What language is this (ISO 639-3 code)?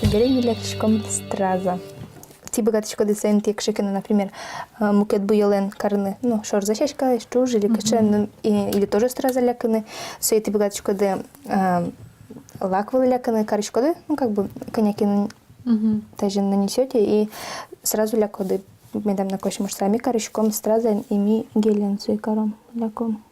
udm